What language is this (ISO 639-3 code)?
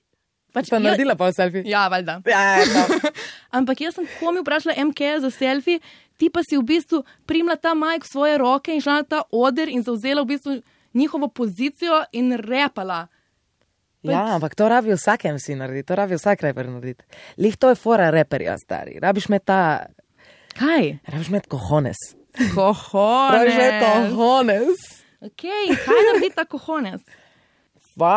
slv